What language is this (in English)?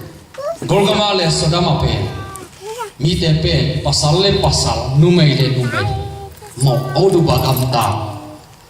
Tedim Chin